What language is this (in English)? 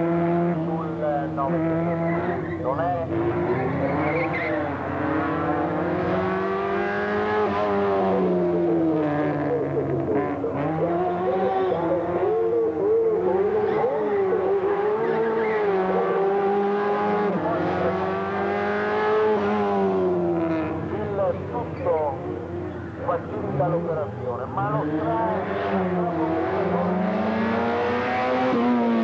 Italian